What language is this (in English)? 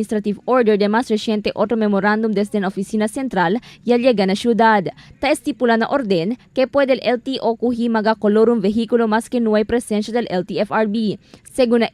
Chavacano